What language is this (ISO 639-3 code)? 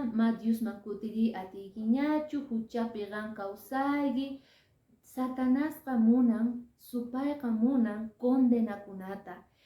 que